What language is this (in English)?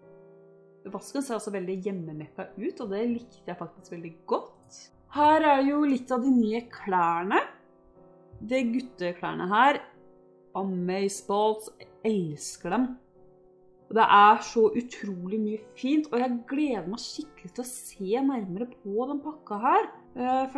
Norwegian